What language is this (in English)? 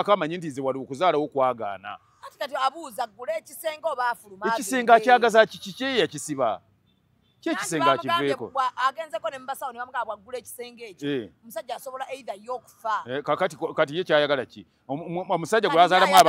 Ganda